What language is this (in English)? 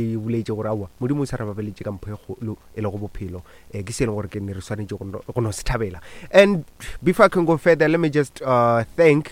Northern Sotho